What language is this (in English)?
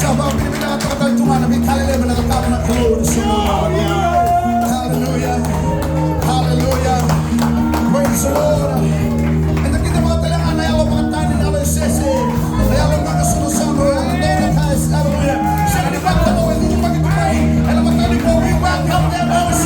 Fijian